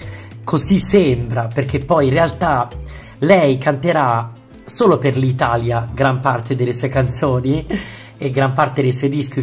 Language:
Italian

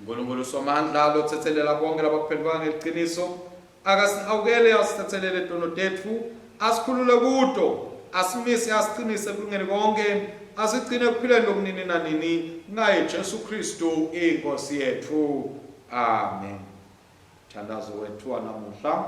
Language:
Swati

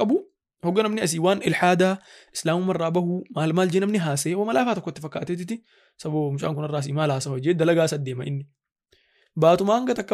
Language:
Oromo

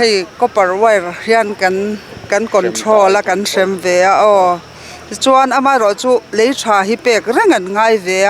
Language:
Mizo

